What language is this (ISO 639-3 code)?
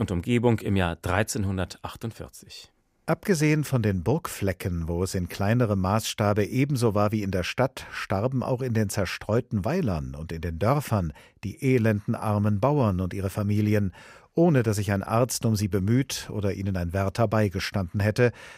deu